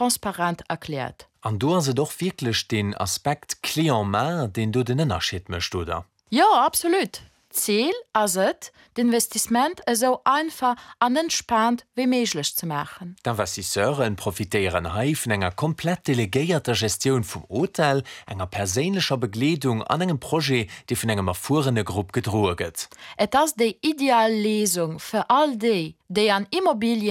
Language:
Luxembourgish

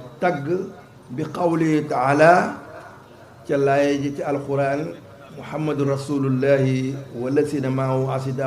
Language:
Wolof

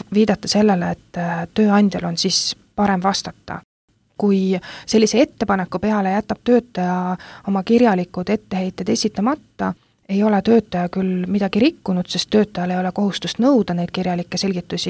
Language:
Estonian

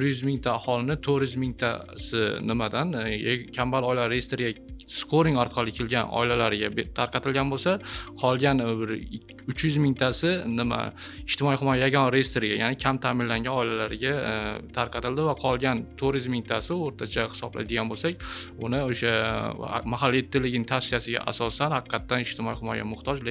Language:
Uzbek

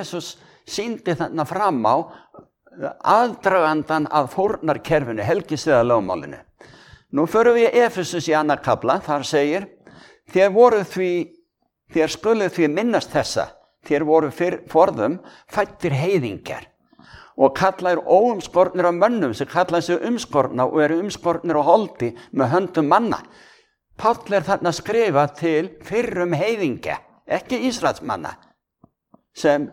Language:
Icelandic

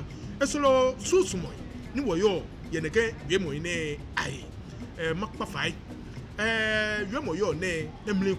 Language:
Ga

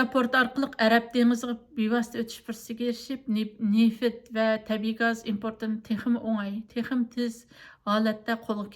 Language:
Uyghur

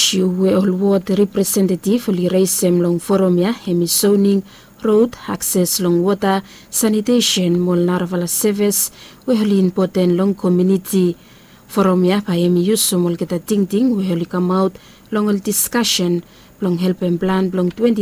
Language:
Bislama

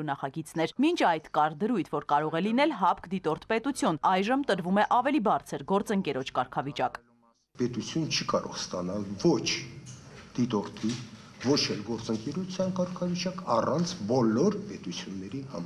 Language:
Armenian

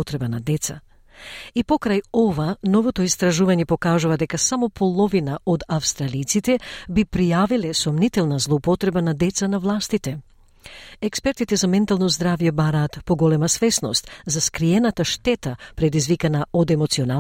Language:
Macedonian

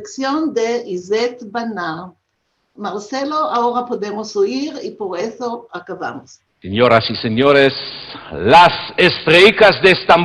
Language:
Ladino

